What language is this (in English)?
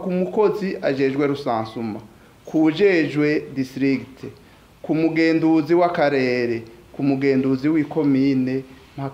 Rundi